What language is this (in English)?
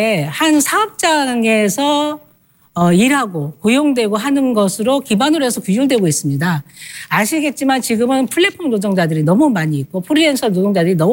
Korean